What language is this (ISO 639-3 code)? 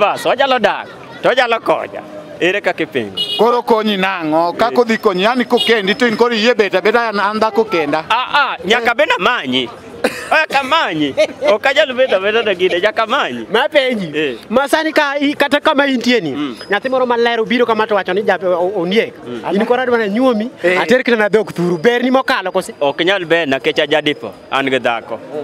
luo